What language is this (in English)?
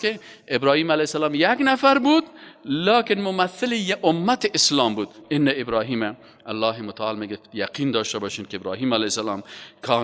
Persian